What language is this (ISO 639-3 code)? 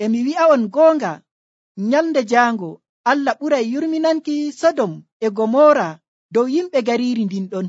fuv